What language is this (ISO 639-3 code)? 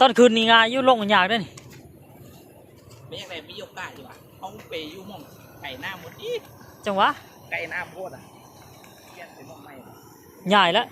lao